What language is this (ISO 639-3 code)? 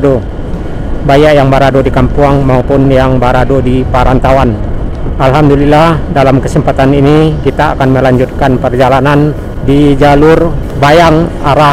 ind